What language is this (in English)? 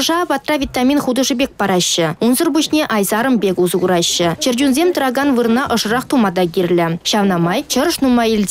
Chuvash